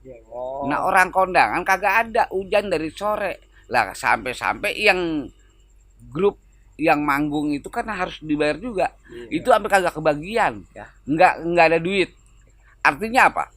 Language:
Betawi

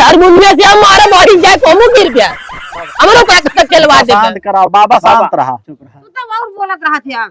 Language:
Awadhi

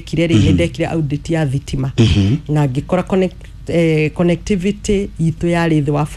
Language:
Kikuyu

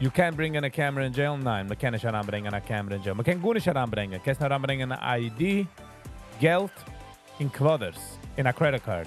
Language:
Yiddish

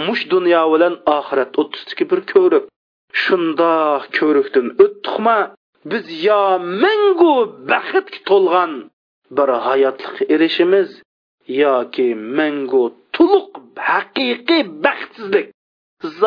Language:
Uyghur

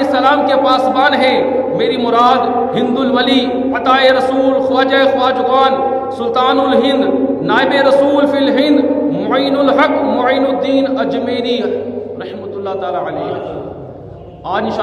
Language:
Urdu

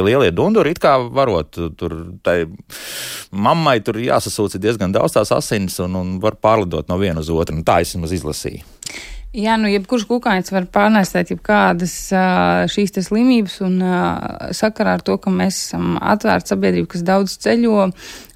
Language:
Latvian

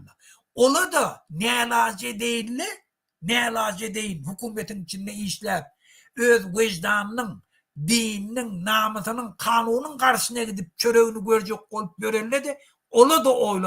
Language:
Turkmen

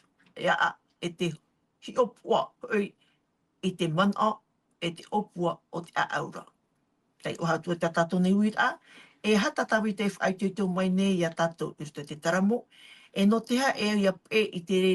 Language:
Tahitian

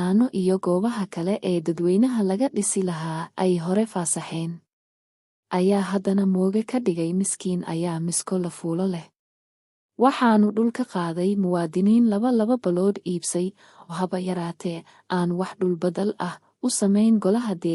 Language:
Somali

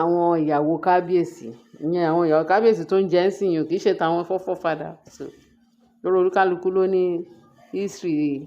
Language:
Yoruba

